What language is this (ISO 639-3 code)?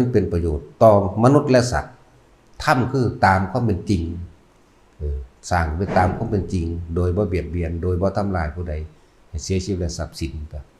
tts